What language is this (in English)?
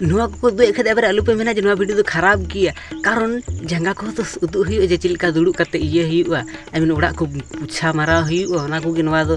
Santali